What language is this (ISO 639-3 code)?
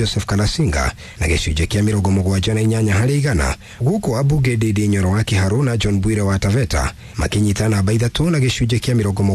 kik